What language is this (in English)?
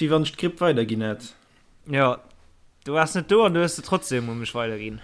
Luxembourgish